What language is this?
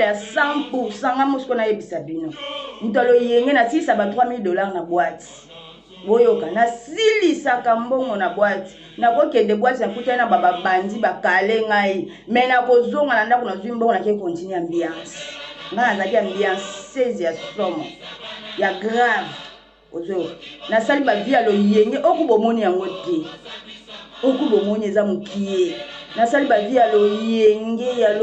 Lingala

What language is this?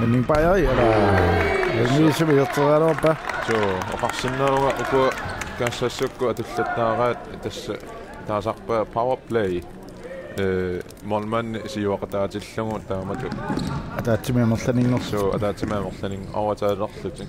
Kalaallisut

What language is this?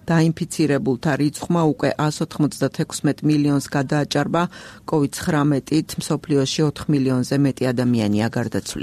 Georgian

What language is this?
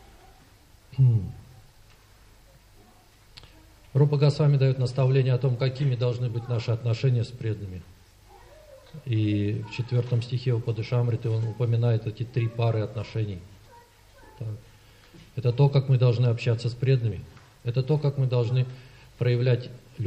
Russian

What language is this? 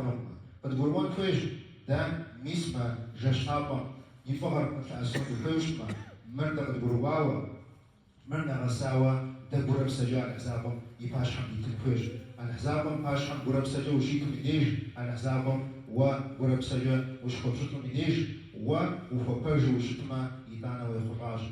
Kabardian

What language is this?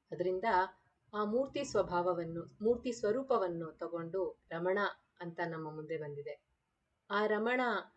Kannada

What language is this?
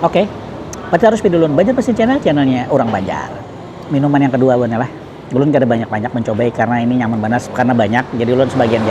Banjar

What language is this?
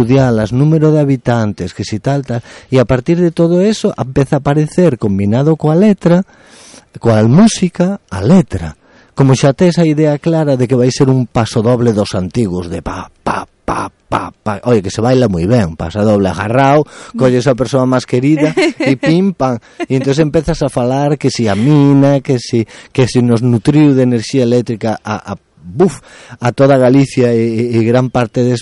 Galician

